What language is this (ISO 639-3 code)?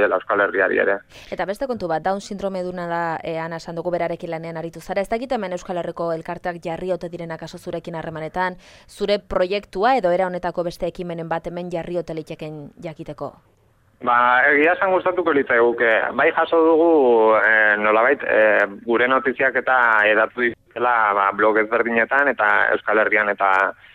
eus